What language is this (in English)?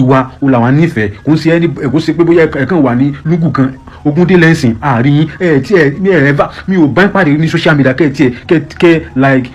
Yoruba